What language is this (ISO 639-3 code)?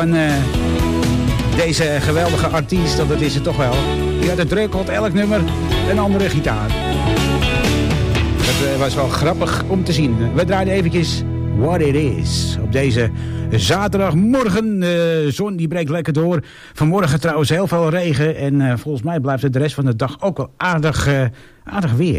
nld